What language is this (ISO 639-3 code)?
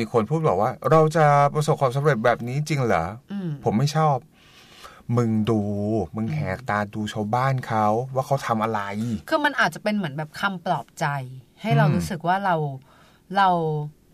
tha